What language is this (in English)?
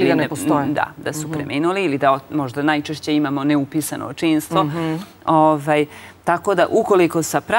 Serbian